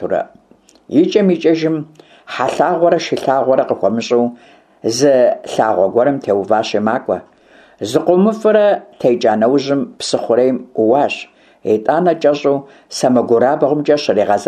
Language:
Kabardian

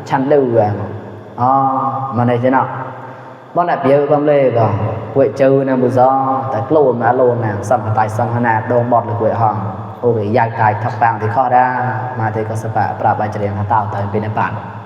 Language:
Mon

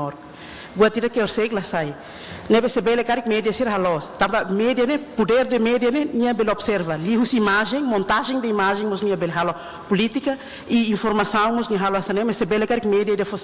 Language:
Tetum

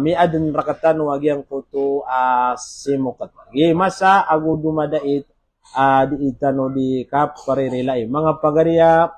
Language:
Maranao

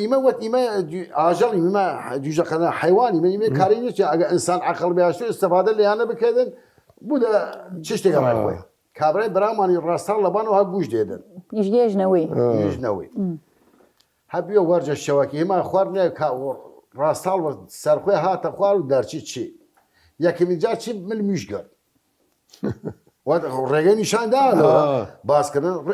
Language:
Southern Kurdish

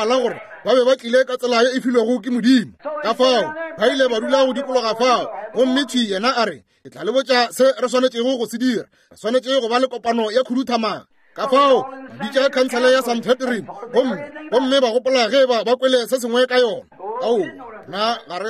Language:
Northern Sotho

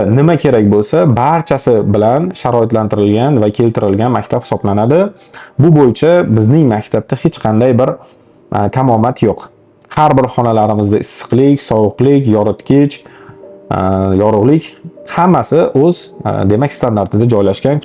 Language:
Uzbek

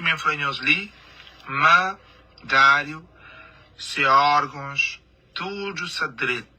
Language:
Kabuverdianu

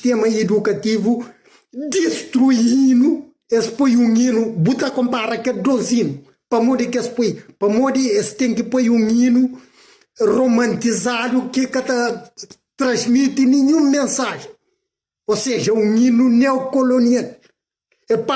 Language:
Kabuverdianu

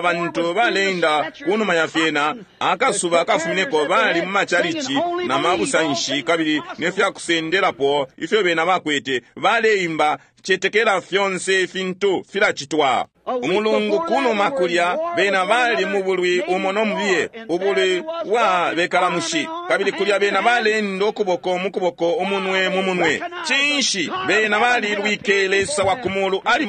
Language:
Bemba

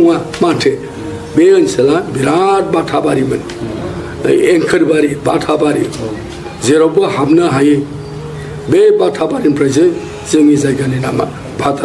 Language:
Bodo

